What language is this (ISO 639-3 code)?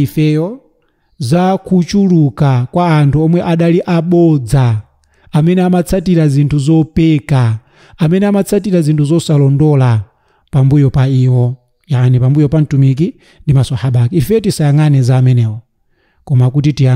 nya